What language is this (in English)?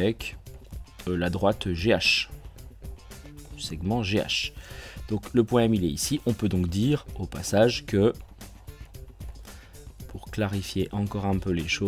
French